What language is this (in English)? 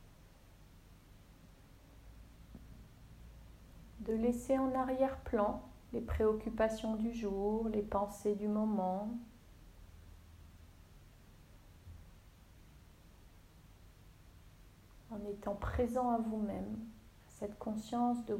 French